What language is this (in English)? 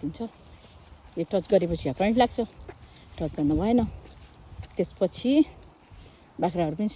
Nepali